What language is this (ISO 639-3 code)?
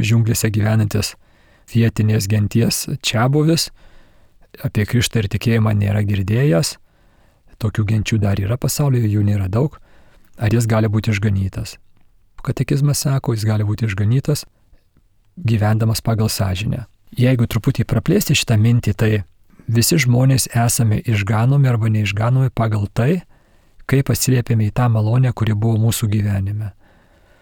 lit